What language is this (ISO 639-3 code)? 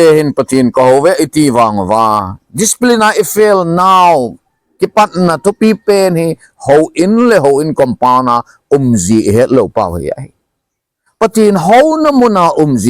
tcz